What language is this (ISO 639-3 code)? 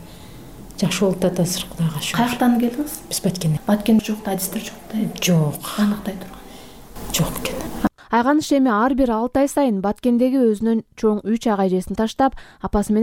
kir